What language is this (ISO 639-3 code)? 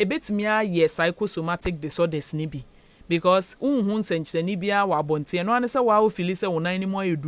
aka